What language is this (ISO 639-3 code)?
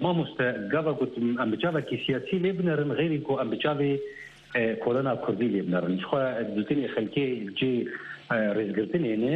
kur